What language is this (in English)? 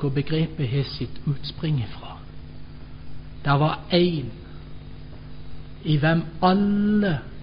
Norwegian